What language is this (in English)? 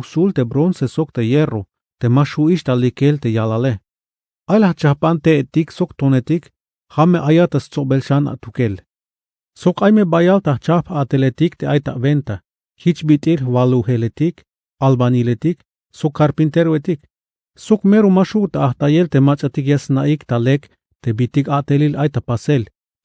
Tzeltal